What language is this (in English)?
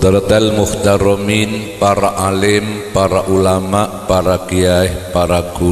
Madurese